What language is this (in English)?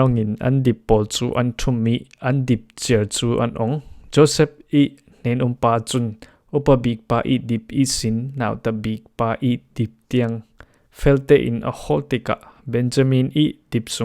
Falam Chin